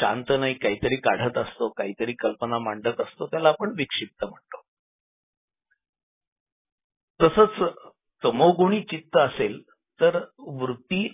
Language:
Marathi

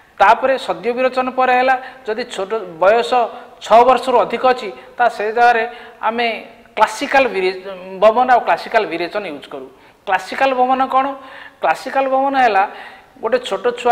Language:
Odia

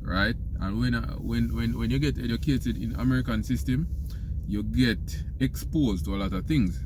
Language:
Jamaican Creole English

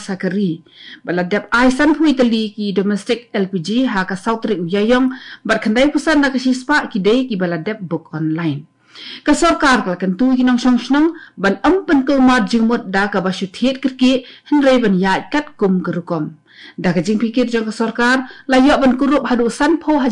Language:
Khasi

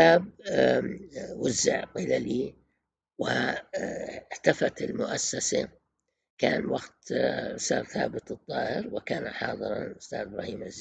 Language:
Arabic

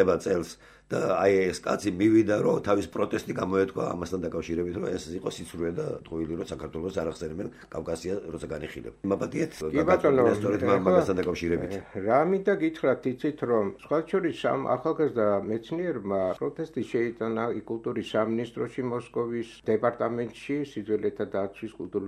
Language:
Georgian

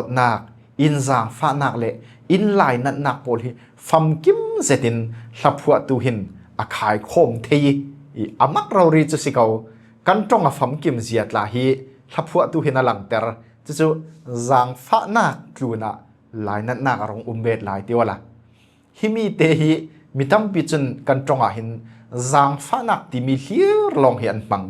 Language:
Falam Chin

